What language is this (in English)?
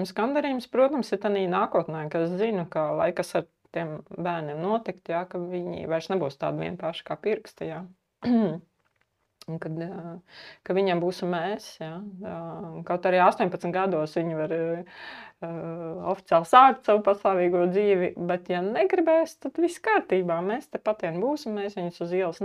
Latvian